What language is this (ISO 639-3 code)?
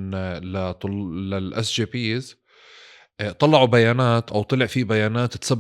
apc